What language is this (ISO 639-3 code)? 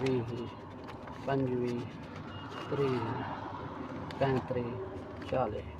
skr